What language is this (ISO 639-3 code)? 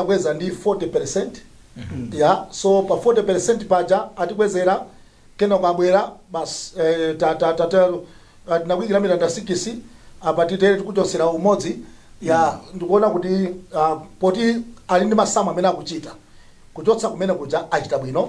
nya